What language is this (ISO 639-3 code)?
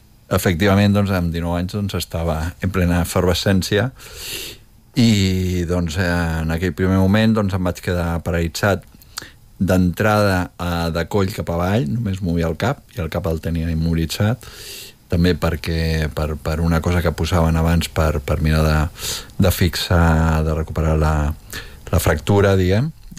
cat